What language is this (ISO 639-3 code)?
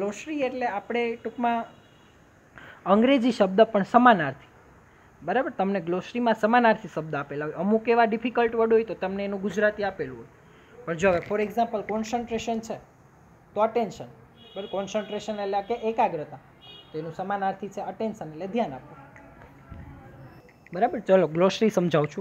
guj